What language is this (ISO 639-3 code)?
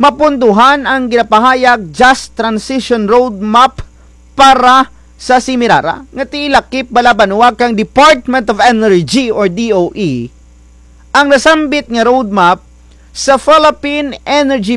krj